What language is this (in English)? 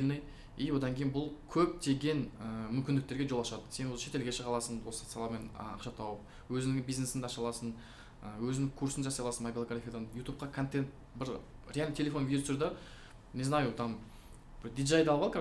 Kazakh